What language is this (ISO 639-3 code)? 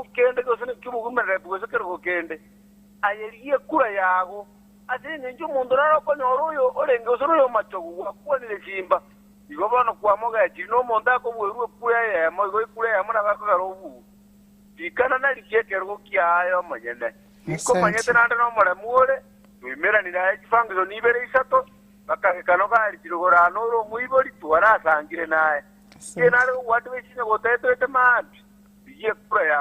guz